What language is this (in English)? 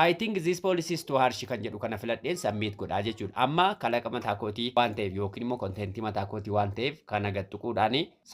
Oromo